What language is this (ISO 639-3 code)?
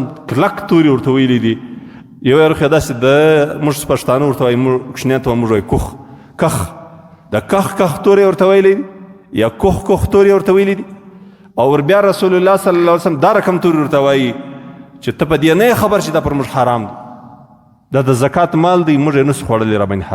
pus